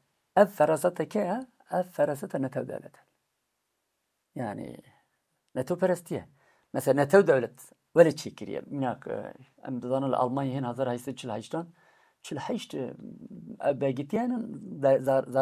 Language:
Kurdish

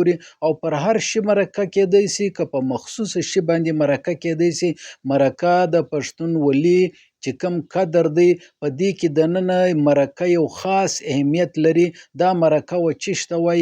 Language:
Pashto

